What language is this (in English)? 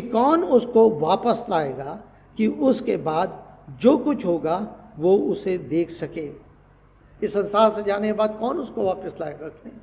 Hindi